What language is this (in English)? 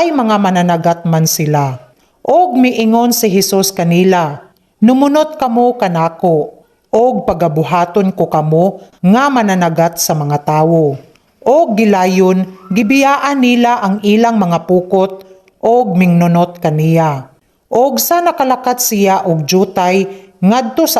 Cebuano